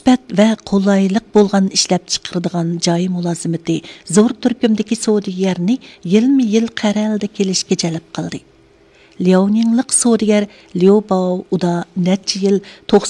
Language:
Uyghur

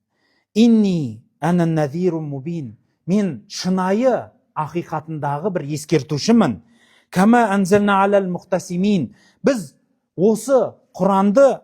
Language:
Kazakh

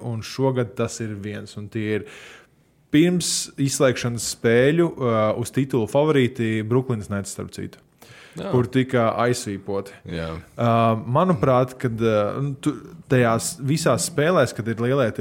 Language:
Latvian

